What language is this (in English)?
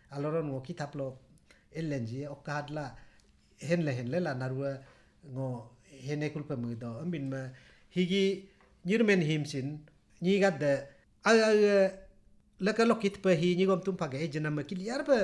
Galo